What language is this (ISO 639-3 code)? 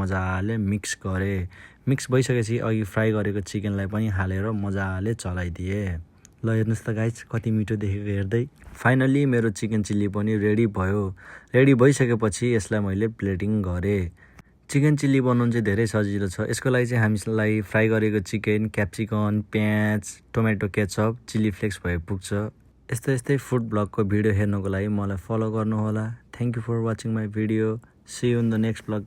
nep